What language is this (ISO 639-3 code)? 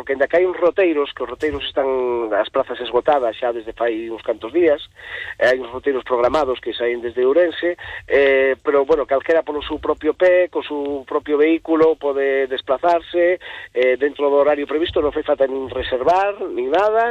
glg